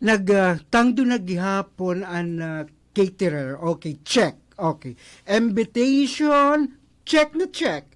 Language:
Waray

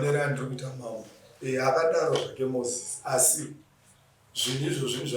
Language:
Shona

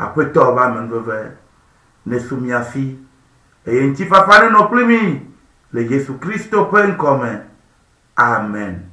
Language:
Ewe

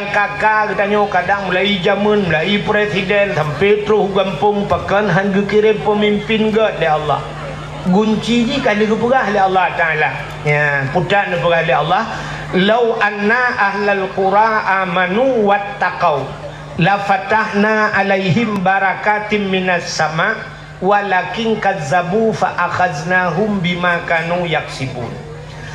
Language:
Achinese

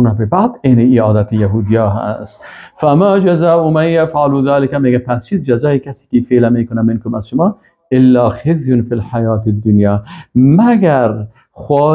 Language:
Persian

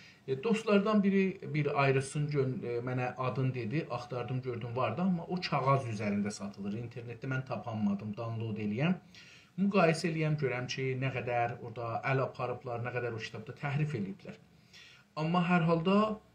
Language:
South Azerbaijani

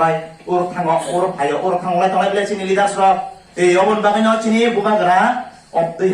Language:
Kok Borok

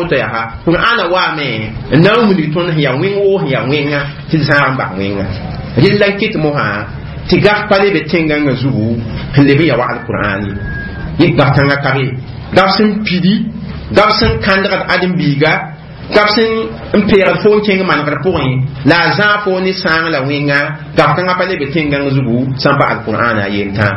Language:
Mossi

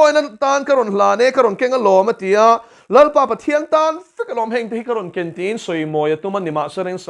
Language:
Mizo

